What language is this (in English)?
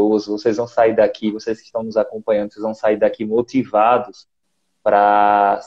Portuguese